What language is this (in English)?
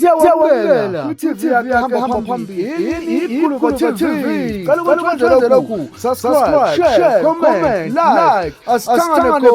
Zulu